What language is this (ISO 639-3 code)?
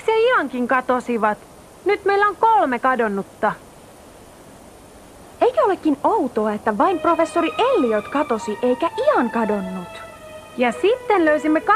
fin